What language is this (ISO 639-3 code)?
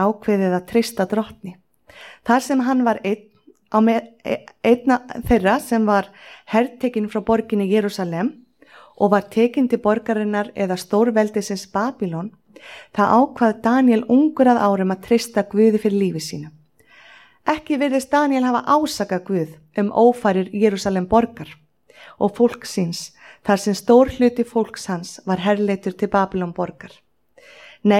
isl